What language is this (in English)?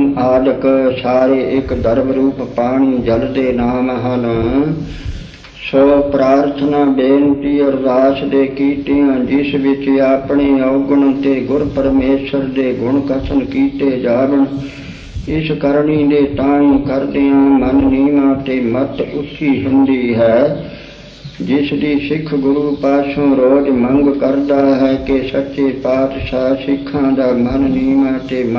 Punjabi